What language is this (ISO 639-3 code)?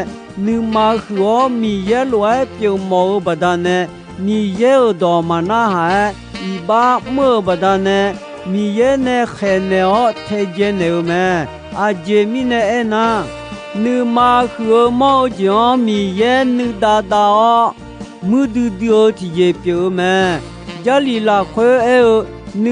ahk